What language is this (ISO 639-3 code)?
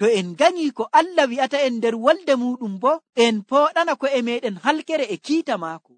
fuv